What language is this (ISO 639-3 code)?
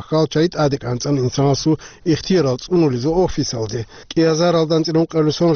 ava